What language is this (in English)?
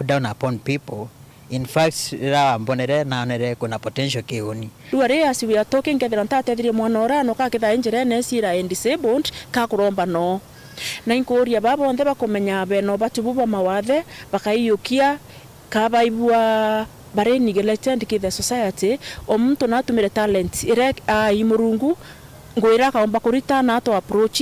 Meru